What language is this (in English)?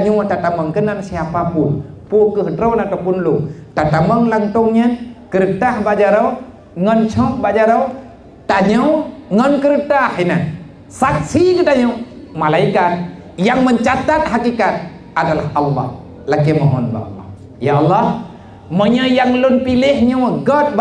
Achinese